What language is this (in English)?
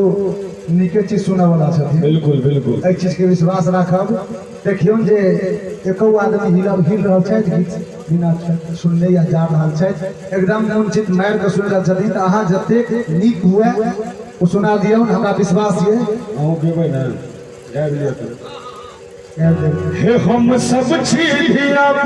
Maithili